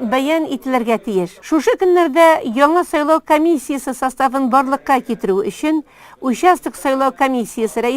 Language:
Tatar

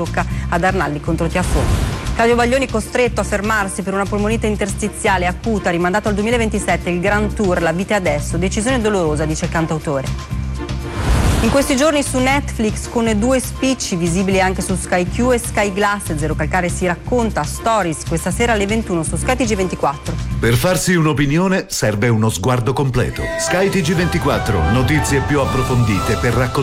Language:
Italian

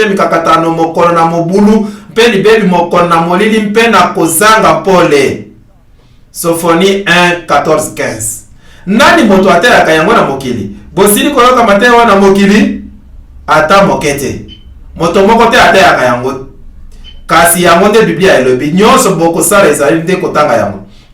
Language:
Lingala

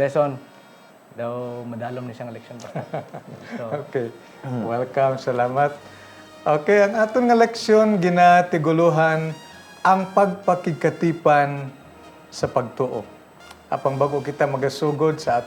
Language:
Hiligaynon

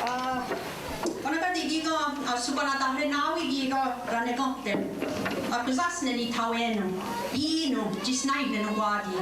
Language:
Mohawk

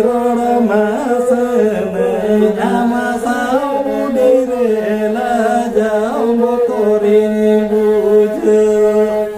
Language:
Santali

